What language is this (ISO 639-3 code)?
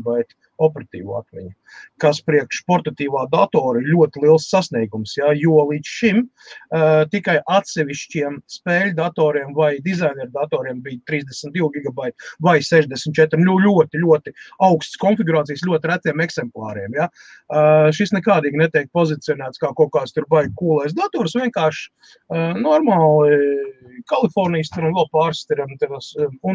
lav